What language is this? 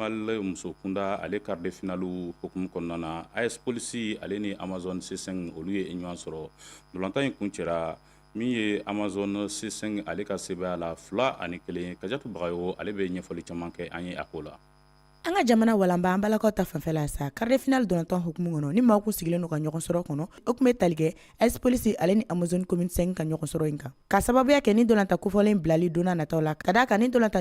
Bambara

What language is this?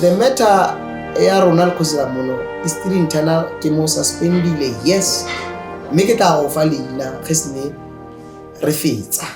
Tswana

